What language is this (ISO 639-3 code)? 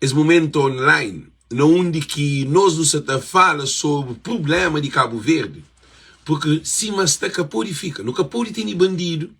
kea